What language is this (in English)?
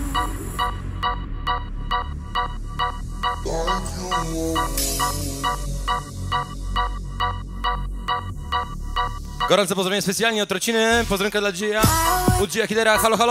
Polish